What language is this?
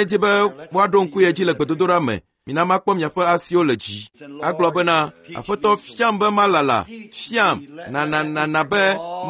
Ewe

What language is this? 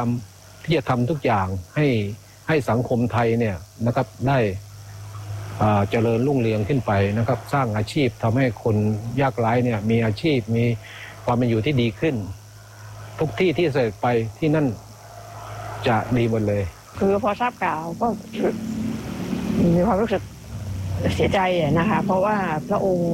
Thai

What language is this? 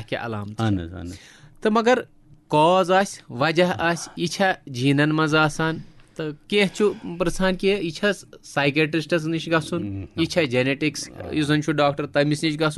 Kashmiri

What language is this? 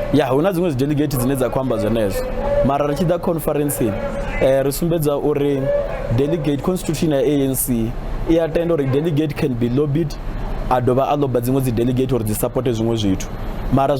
Venda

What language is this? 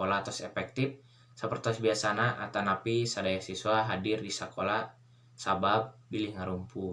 Sundanese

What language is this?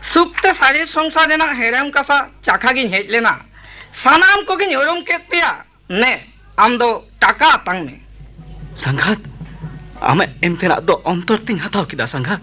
Santali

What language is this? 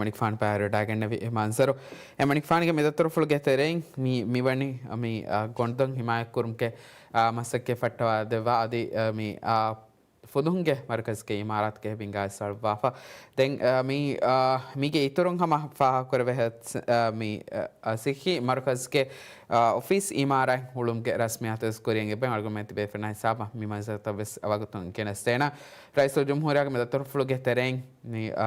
Divehi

